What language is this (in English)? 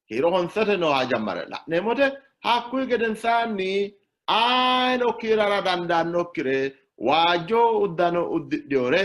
Sidamo